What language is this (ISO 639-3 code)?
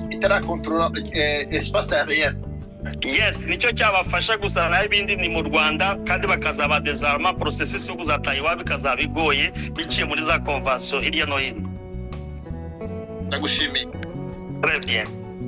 kin